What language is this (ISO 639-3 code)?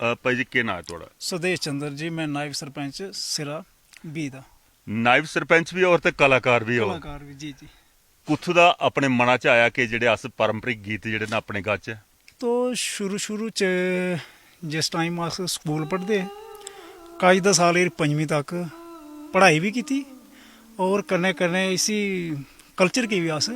doi